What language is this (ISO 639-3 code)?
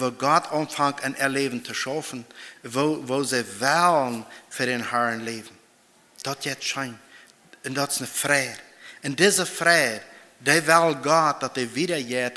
pdt